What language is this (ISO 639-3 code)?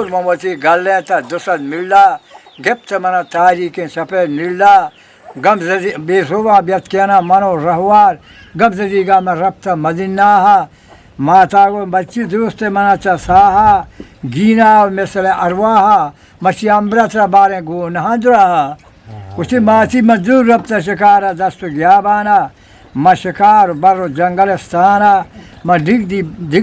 bgp